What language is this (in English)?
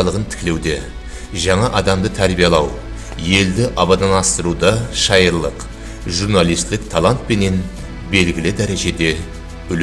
Kara-Kalpak